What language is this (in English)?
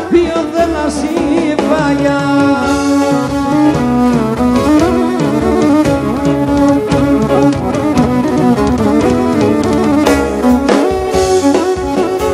Greek